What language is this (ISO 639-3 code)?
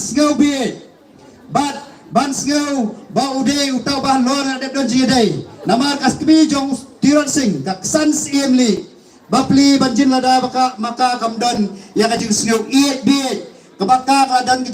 kha